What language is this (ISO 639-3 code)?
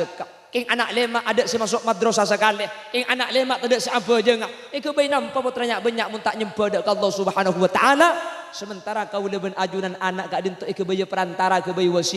mad